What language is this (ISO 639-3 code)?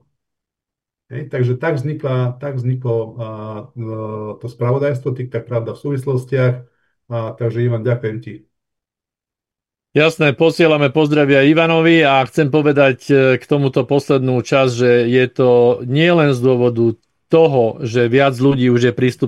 slk